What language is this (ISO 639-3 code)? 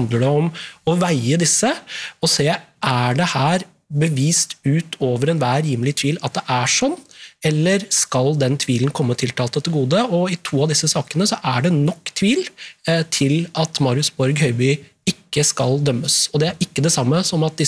nor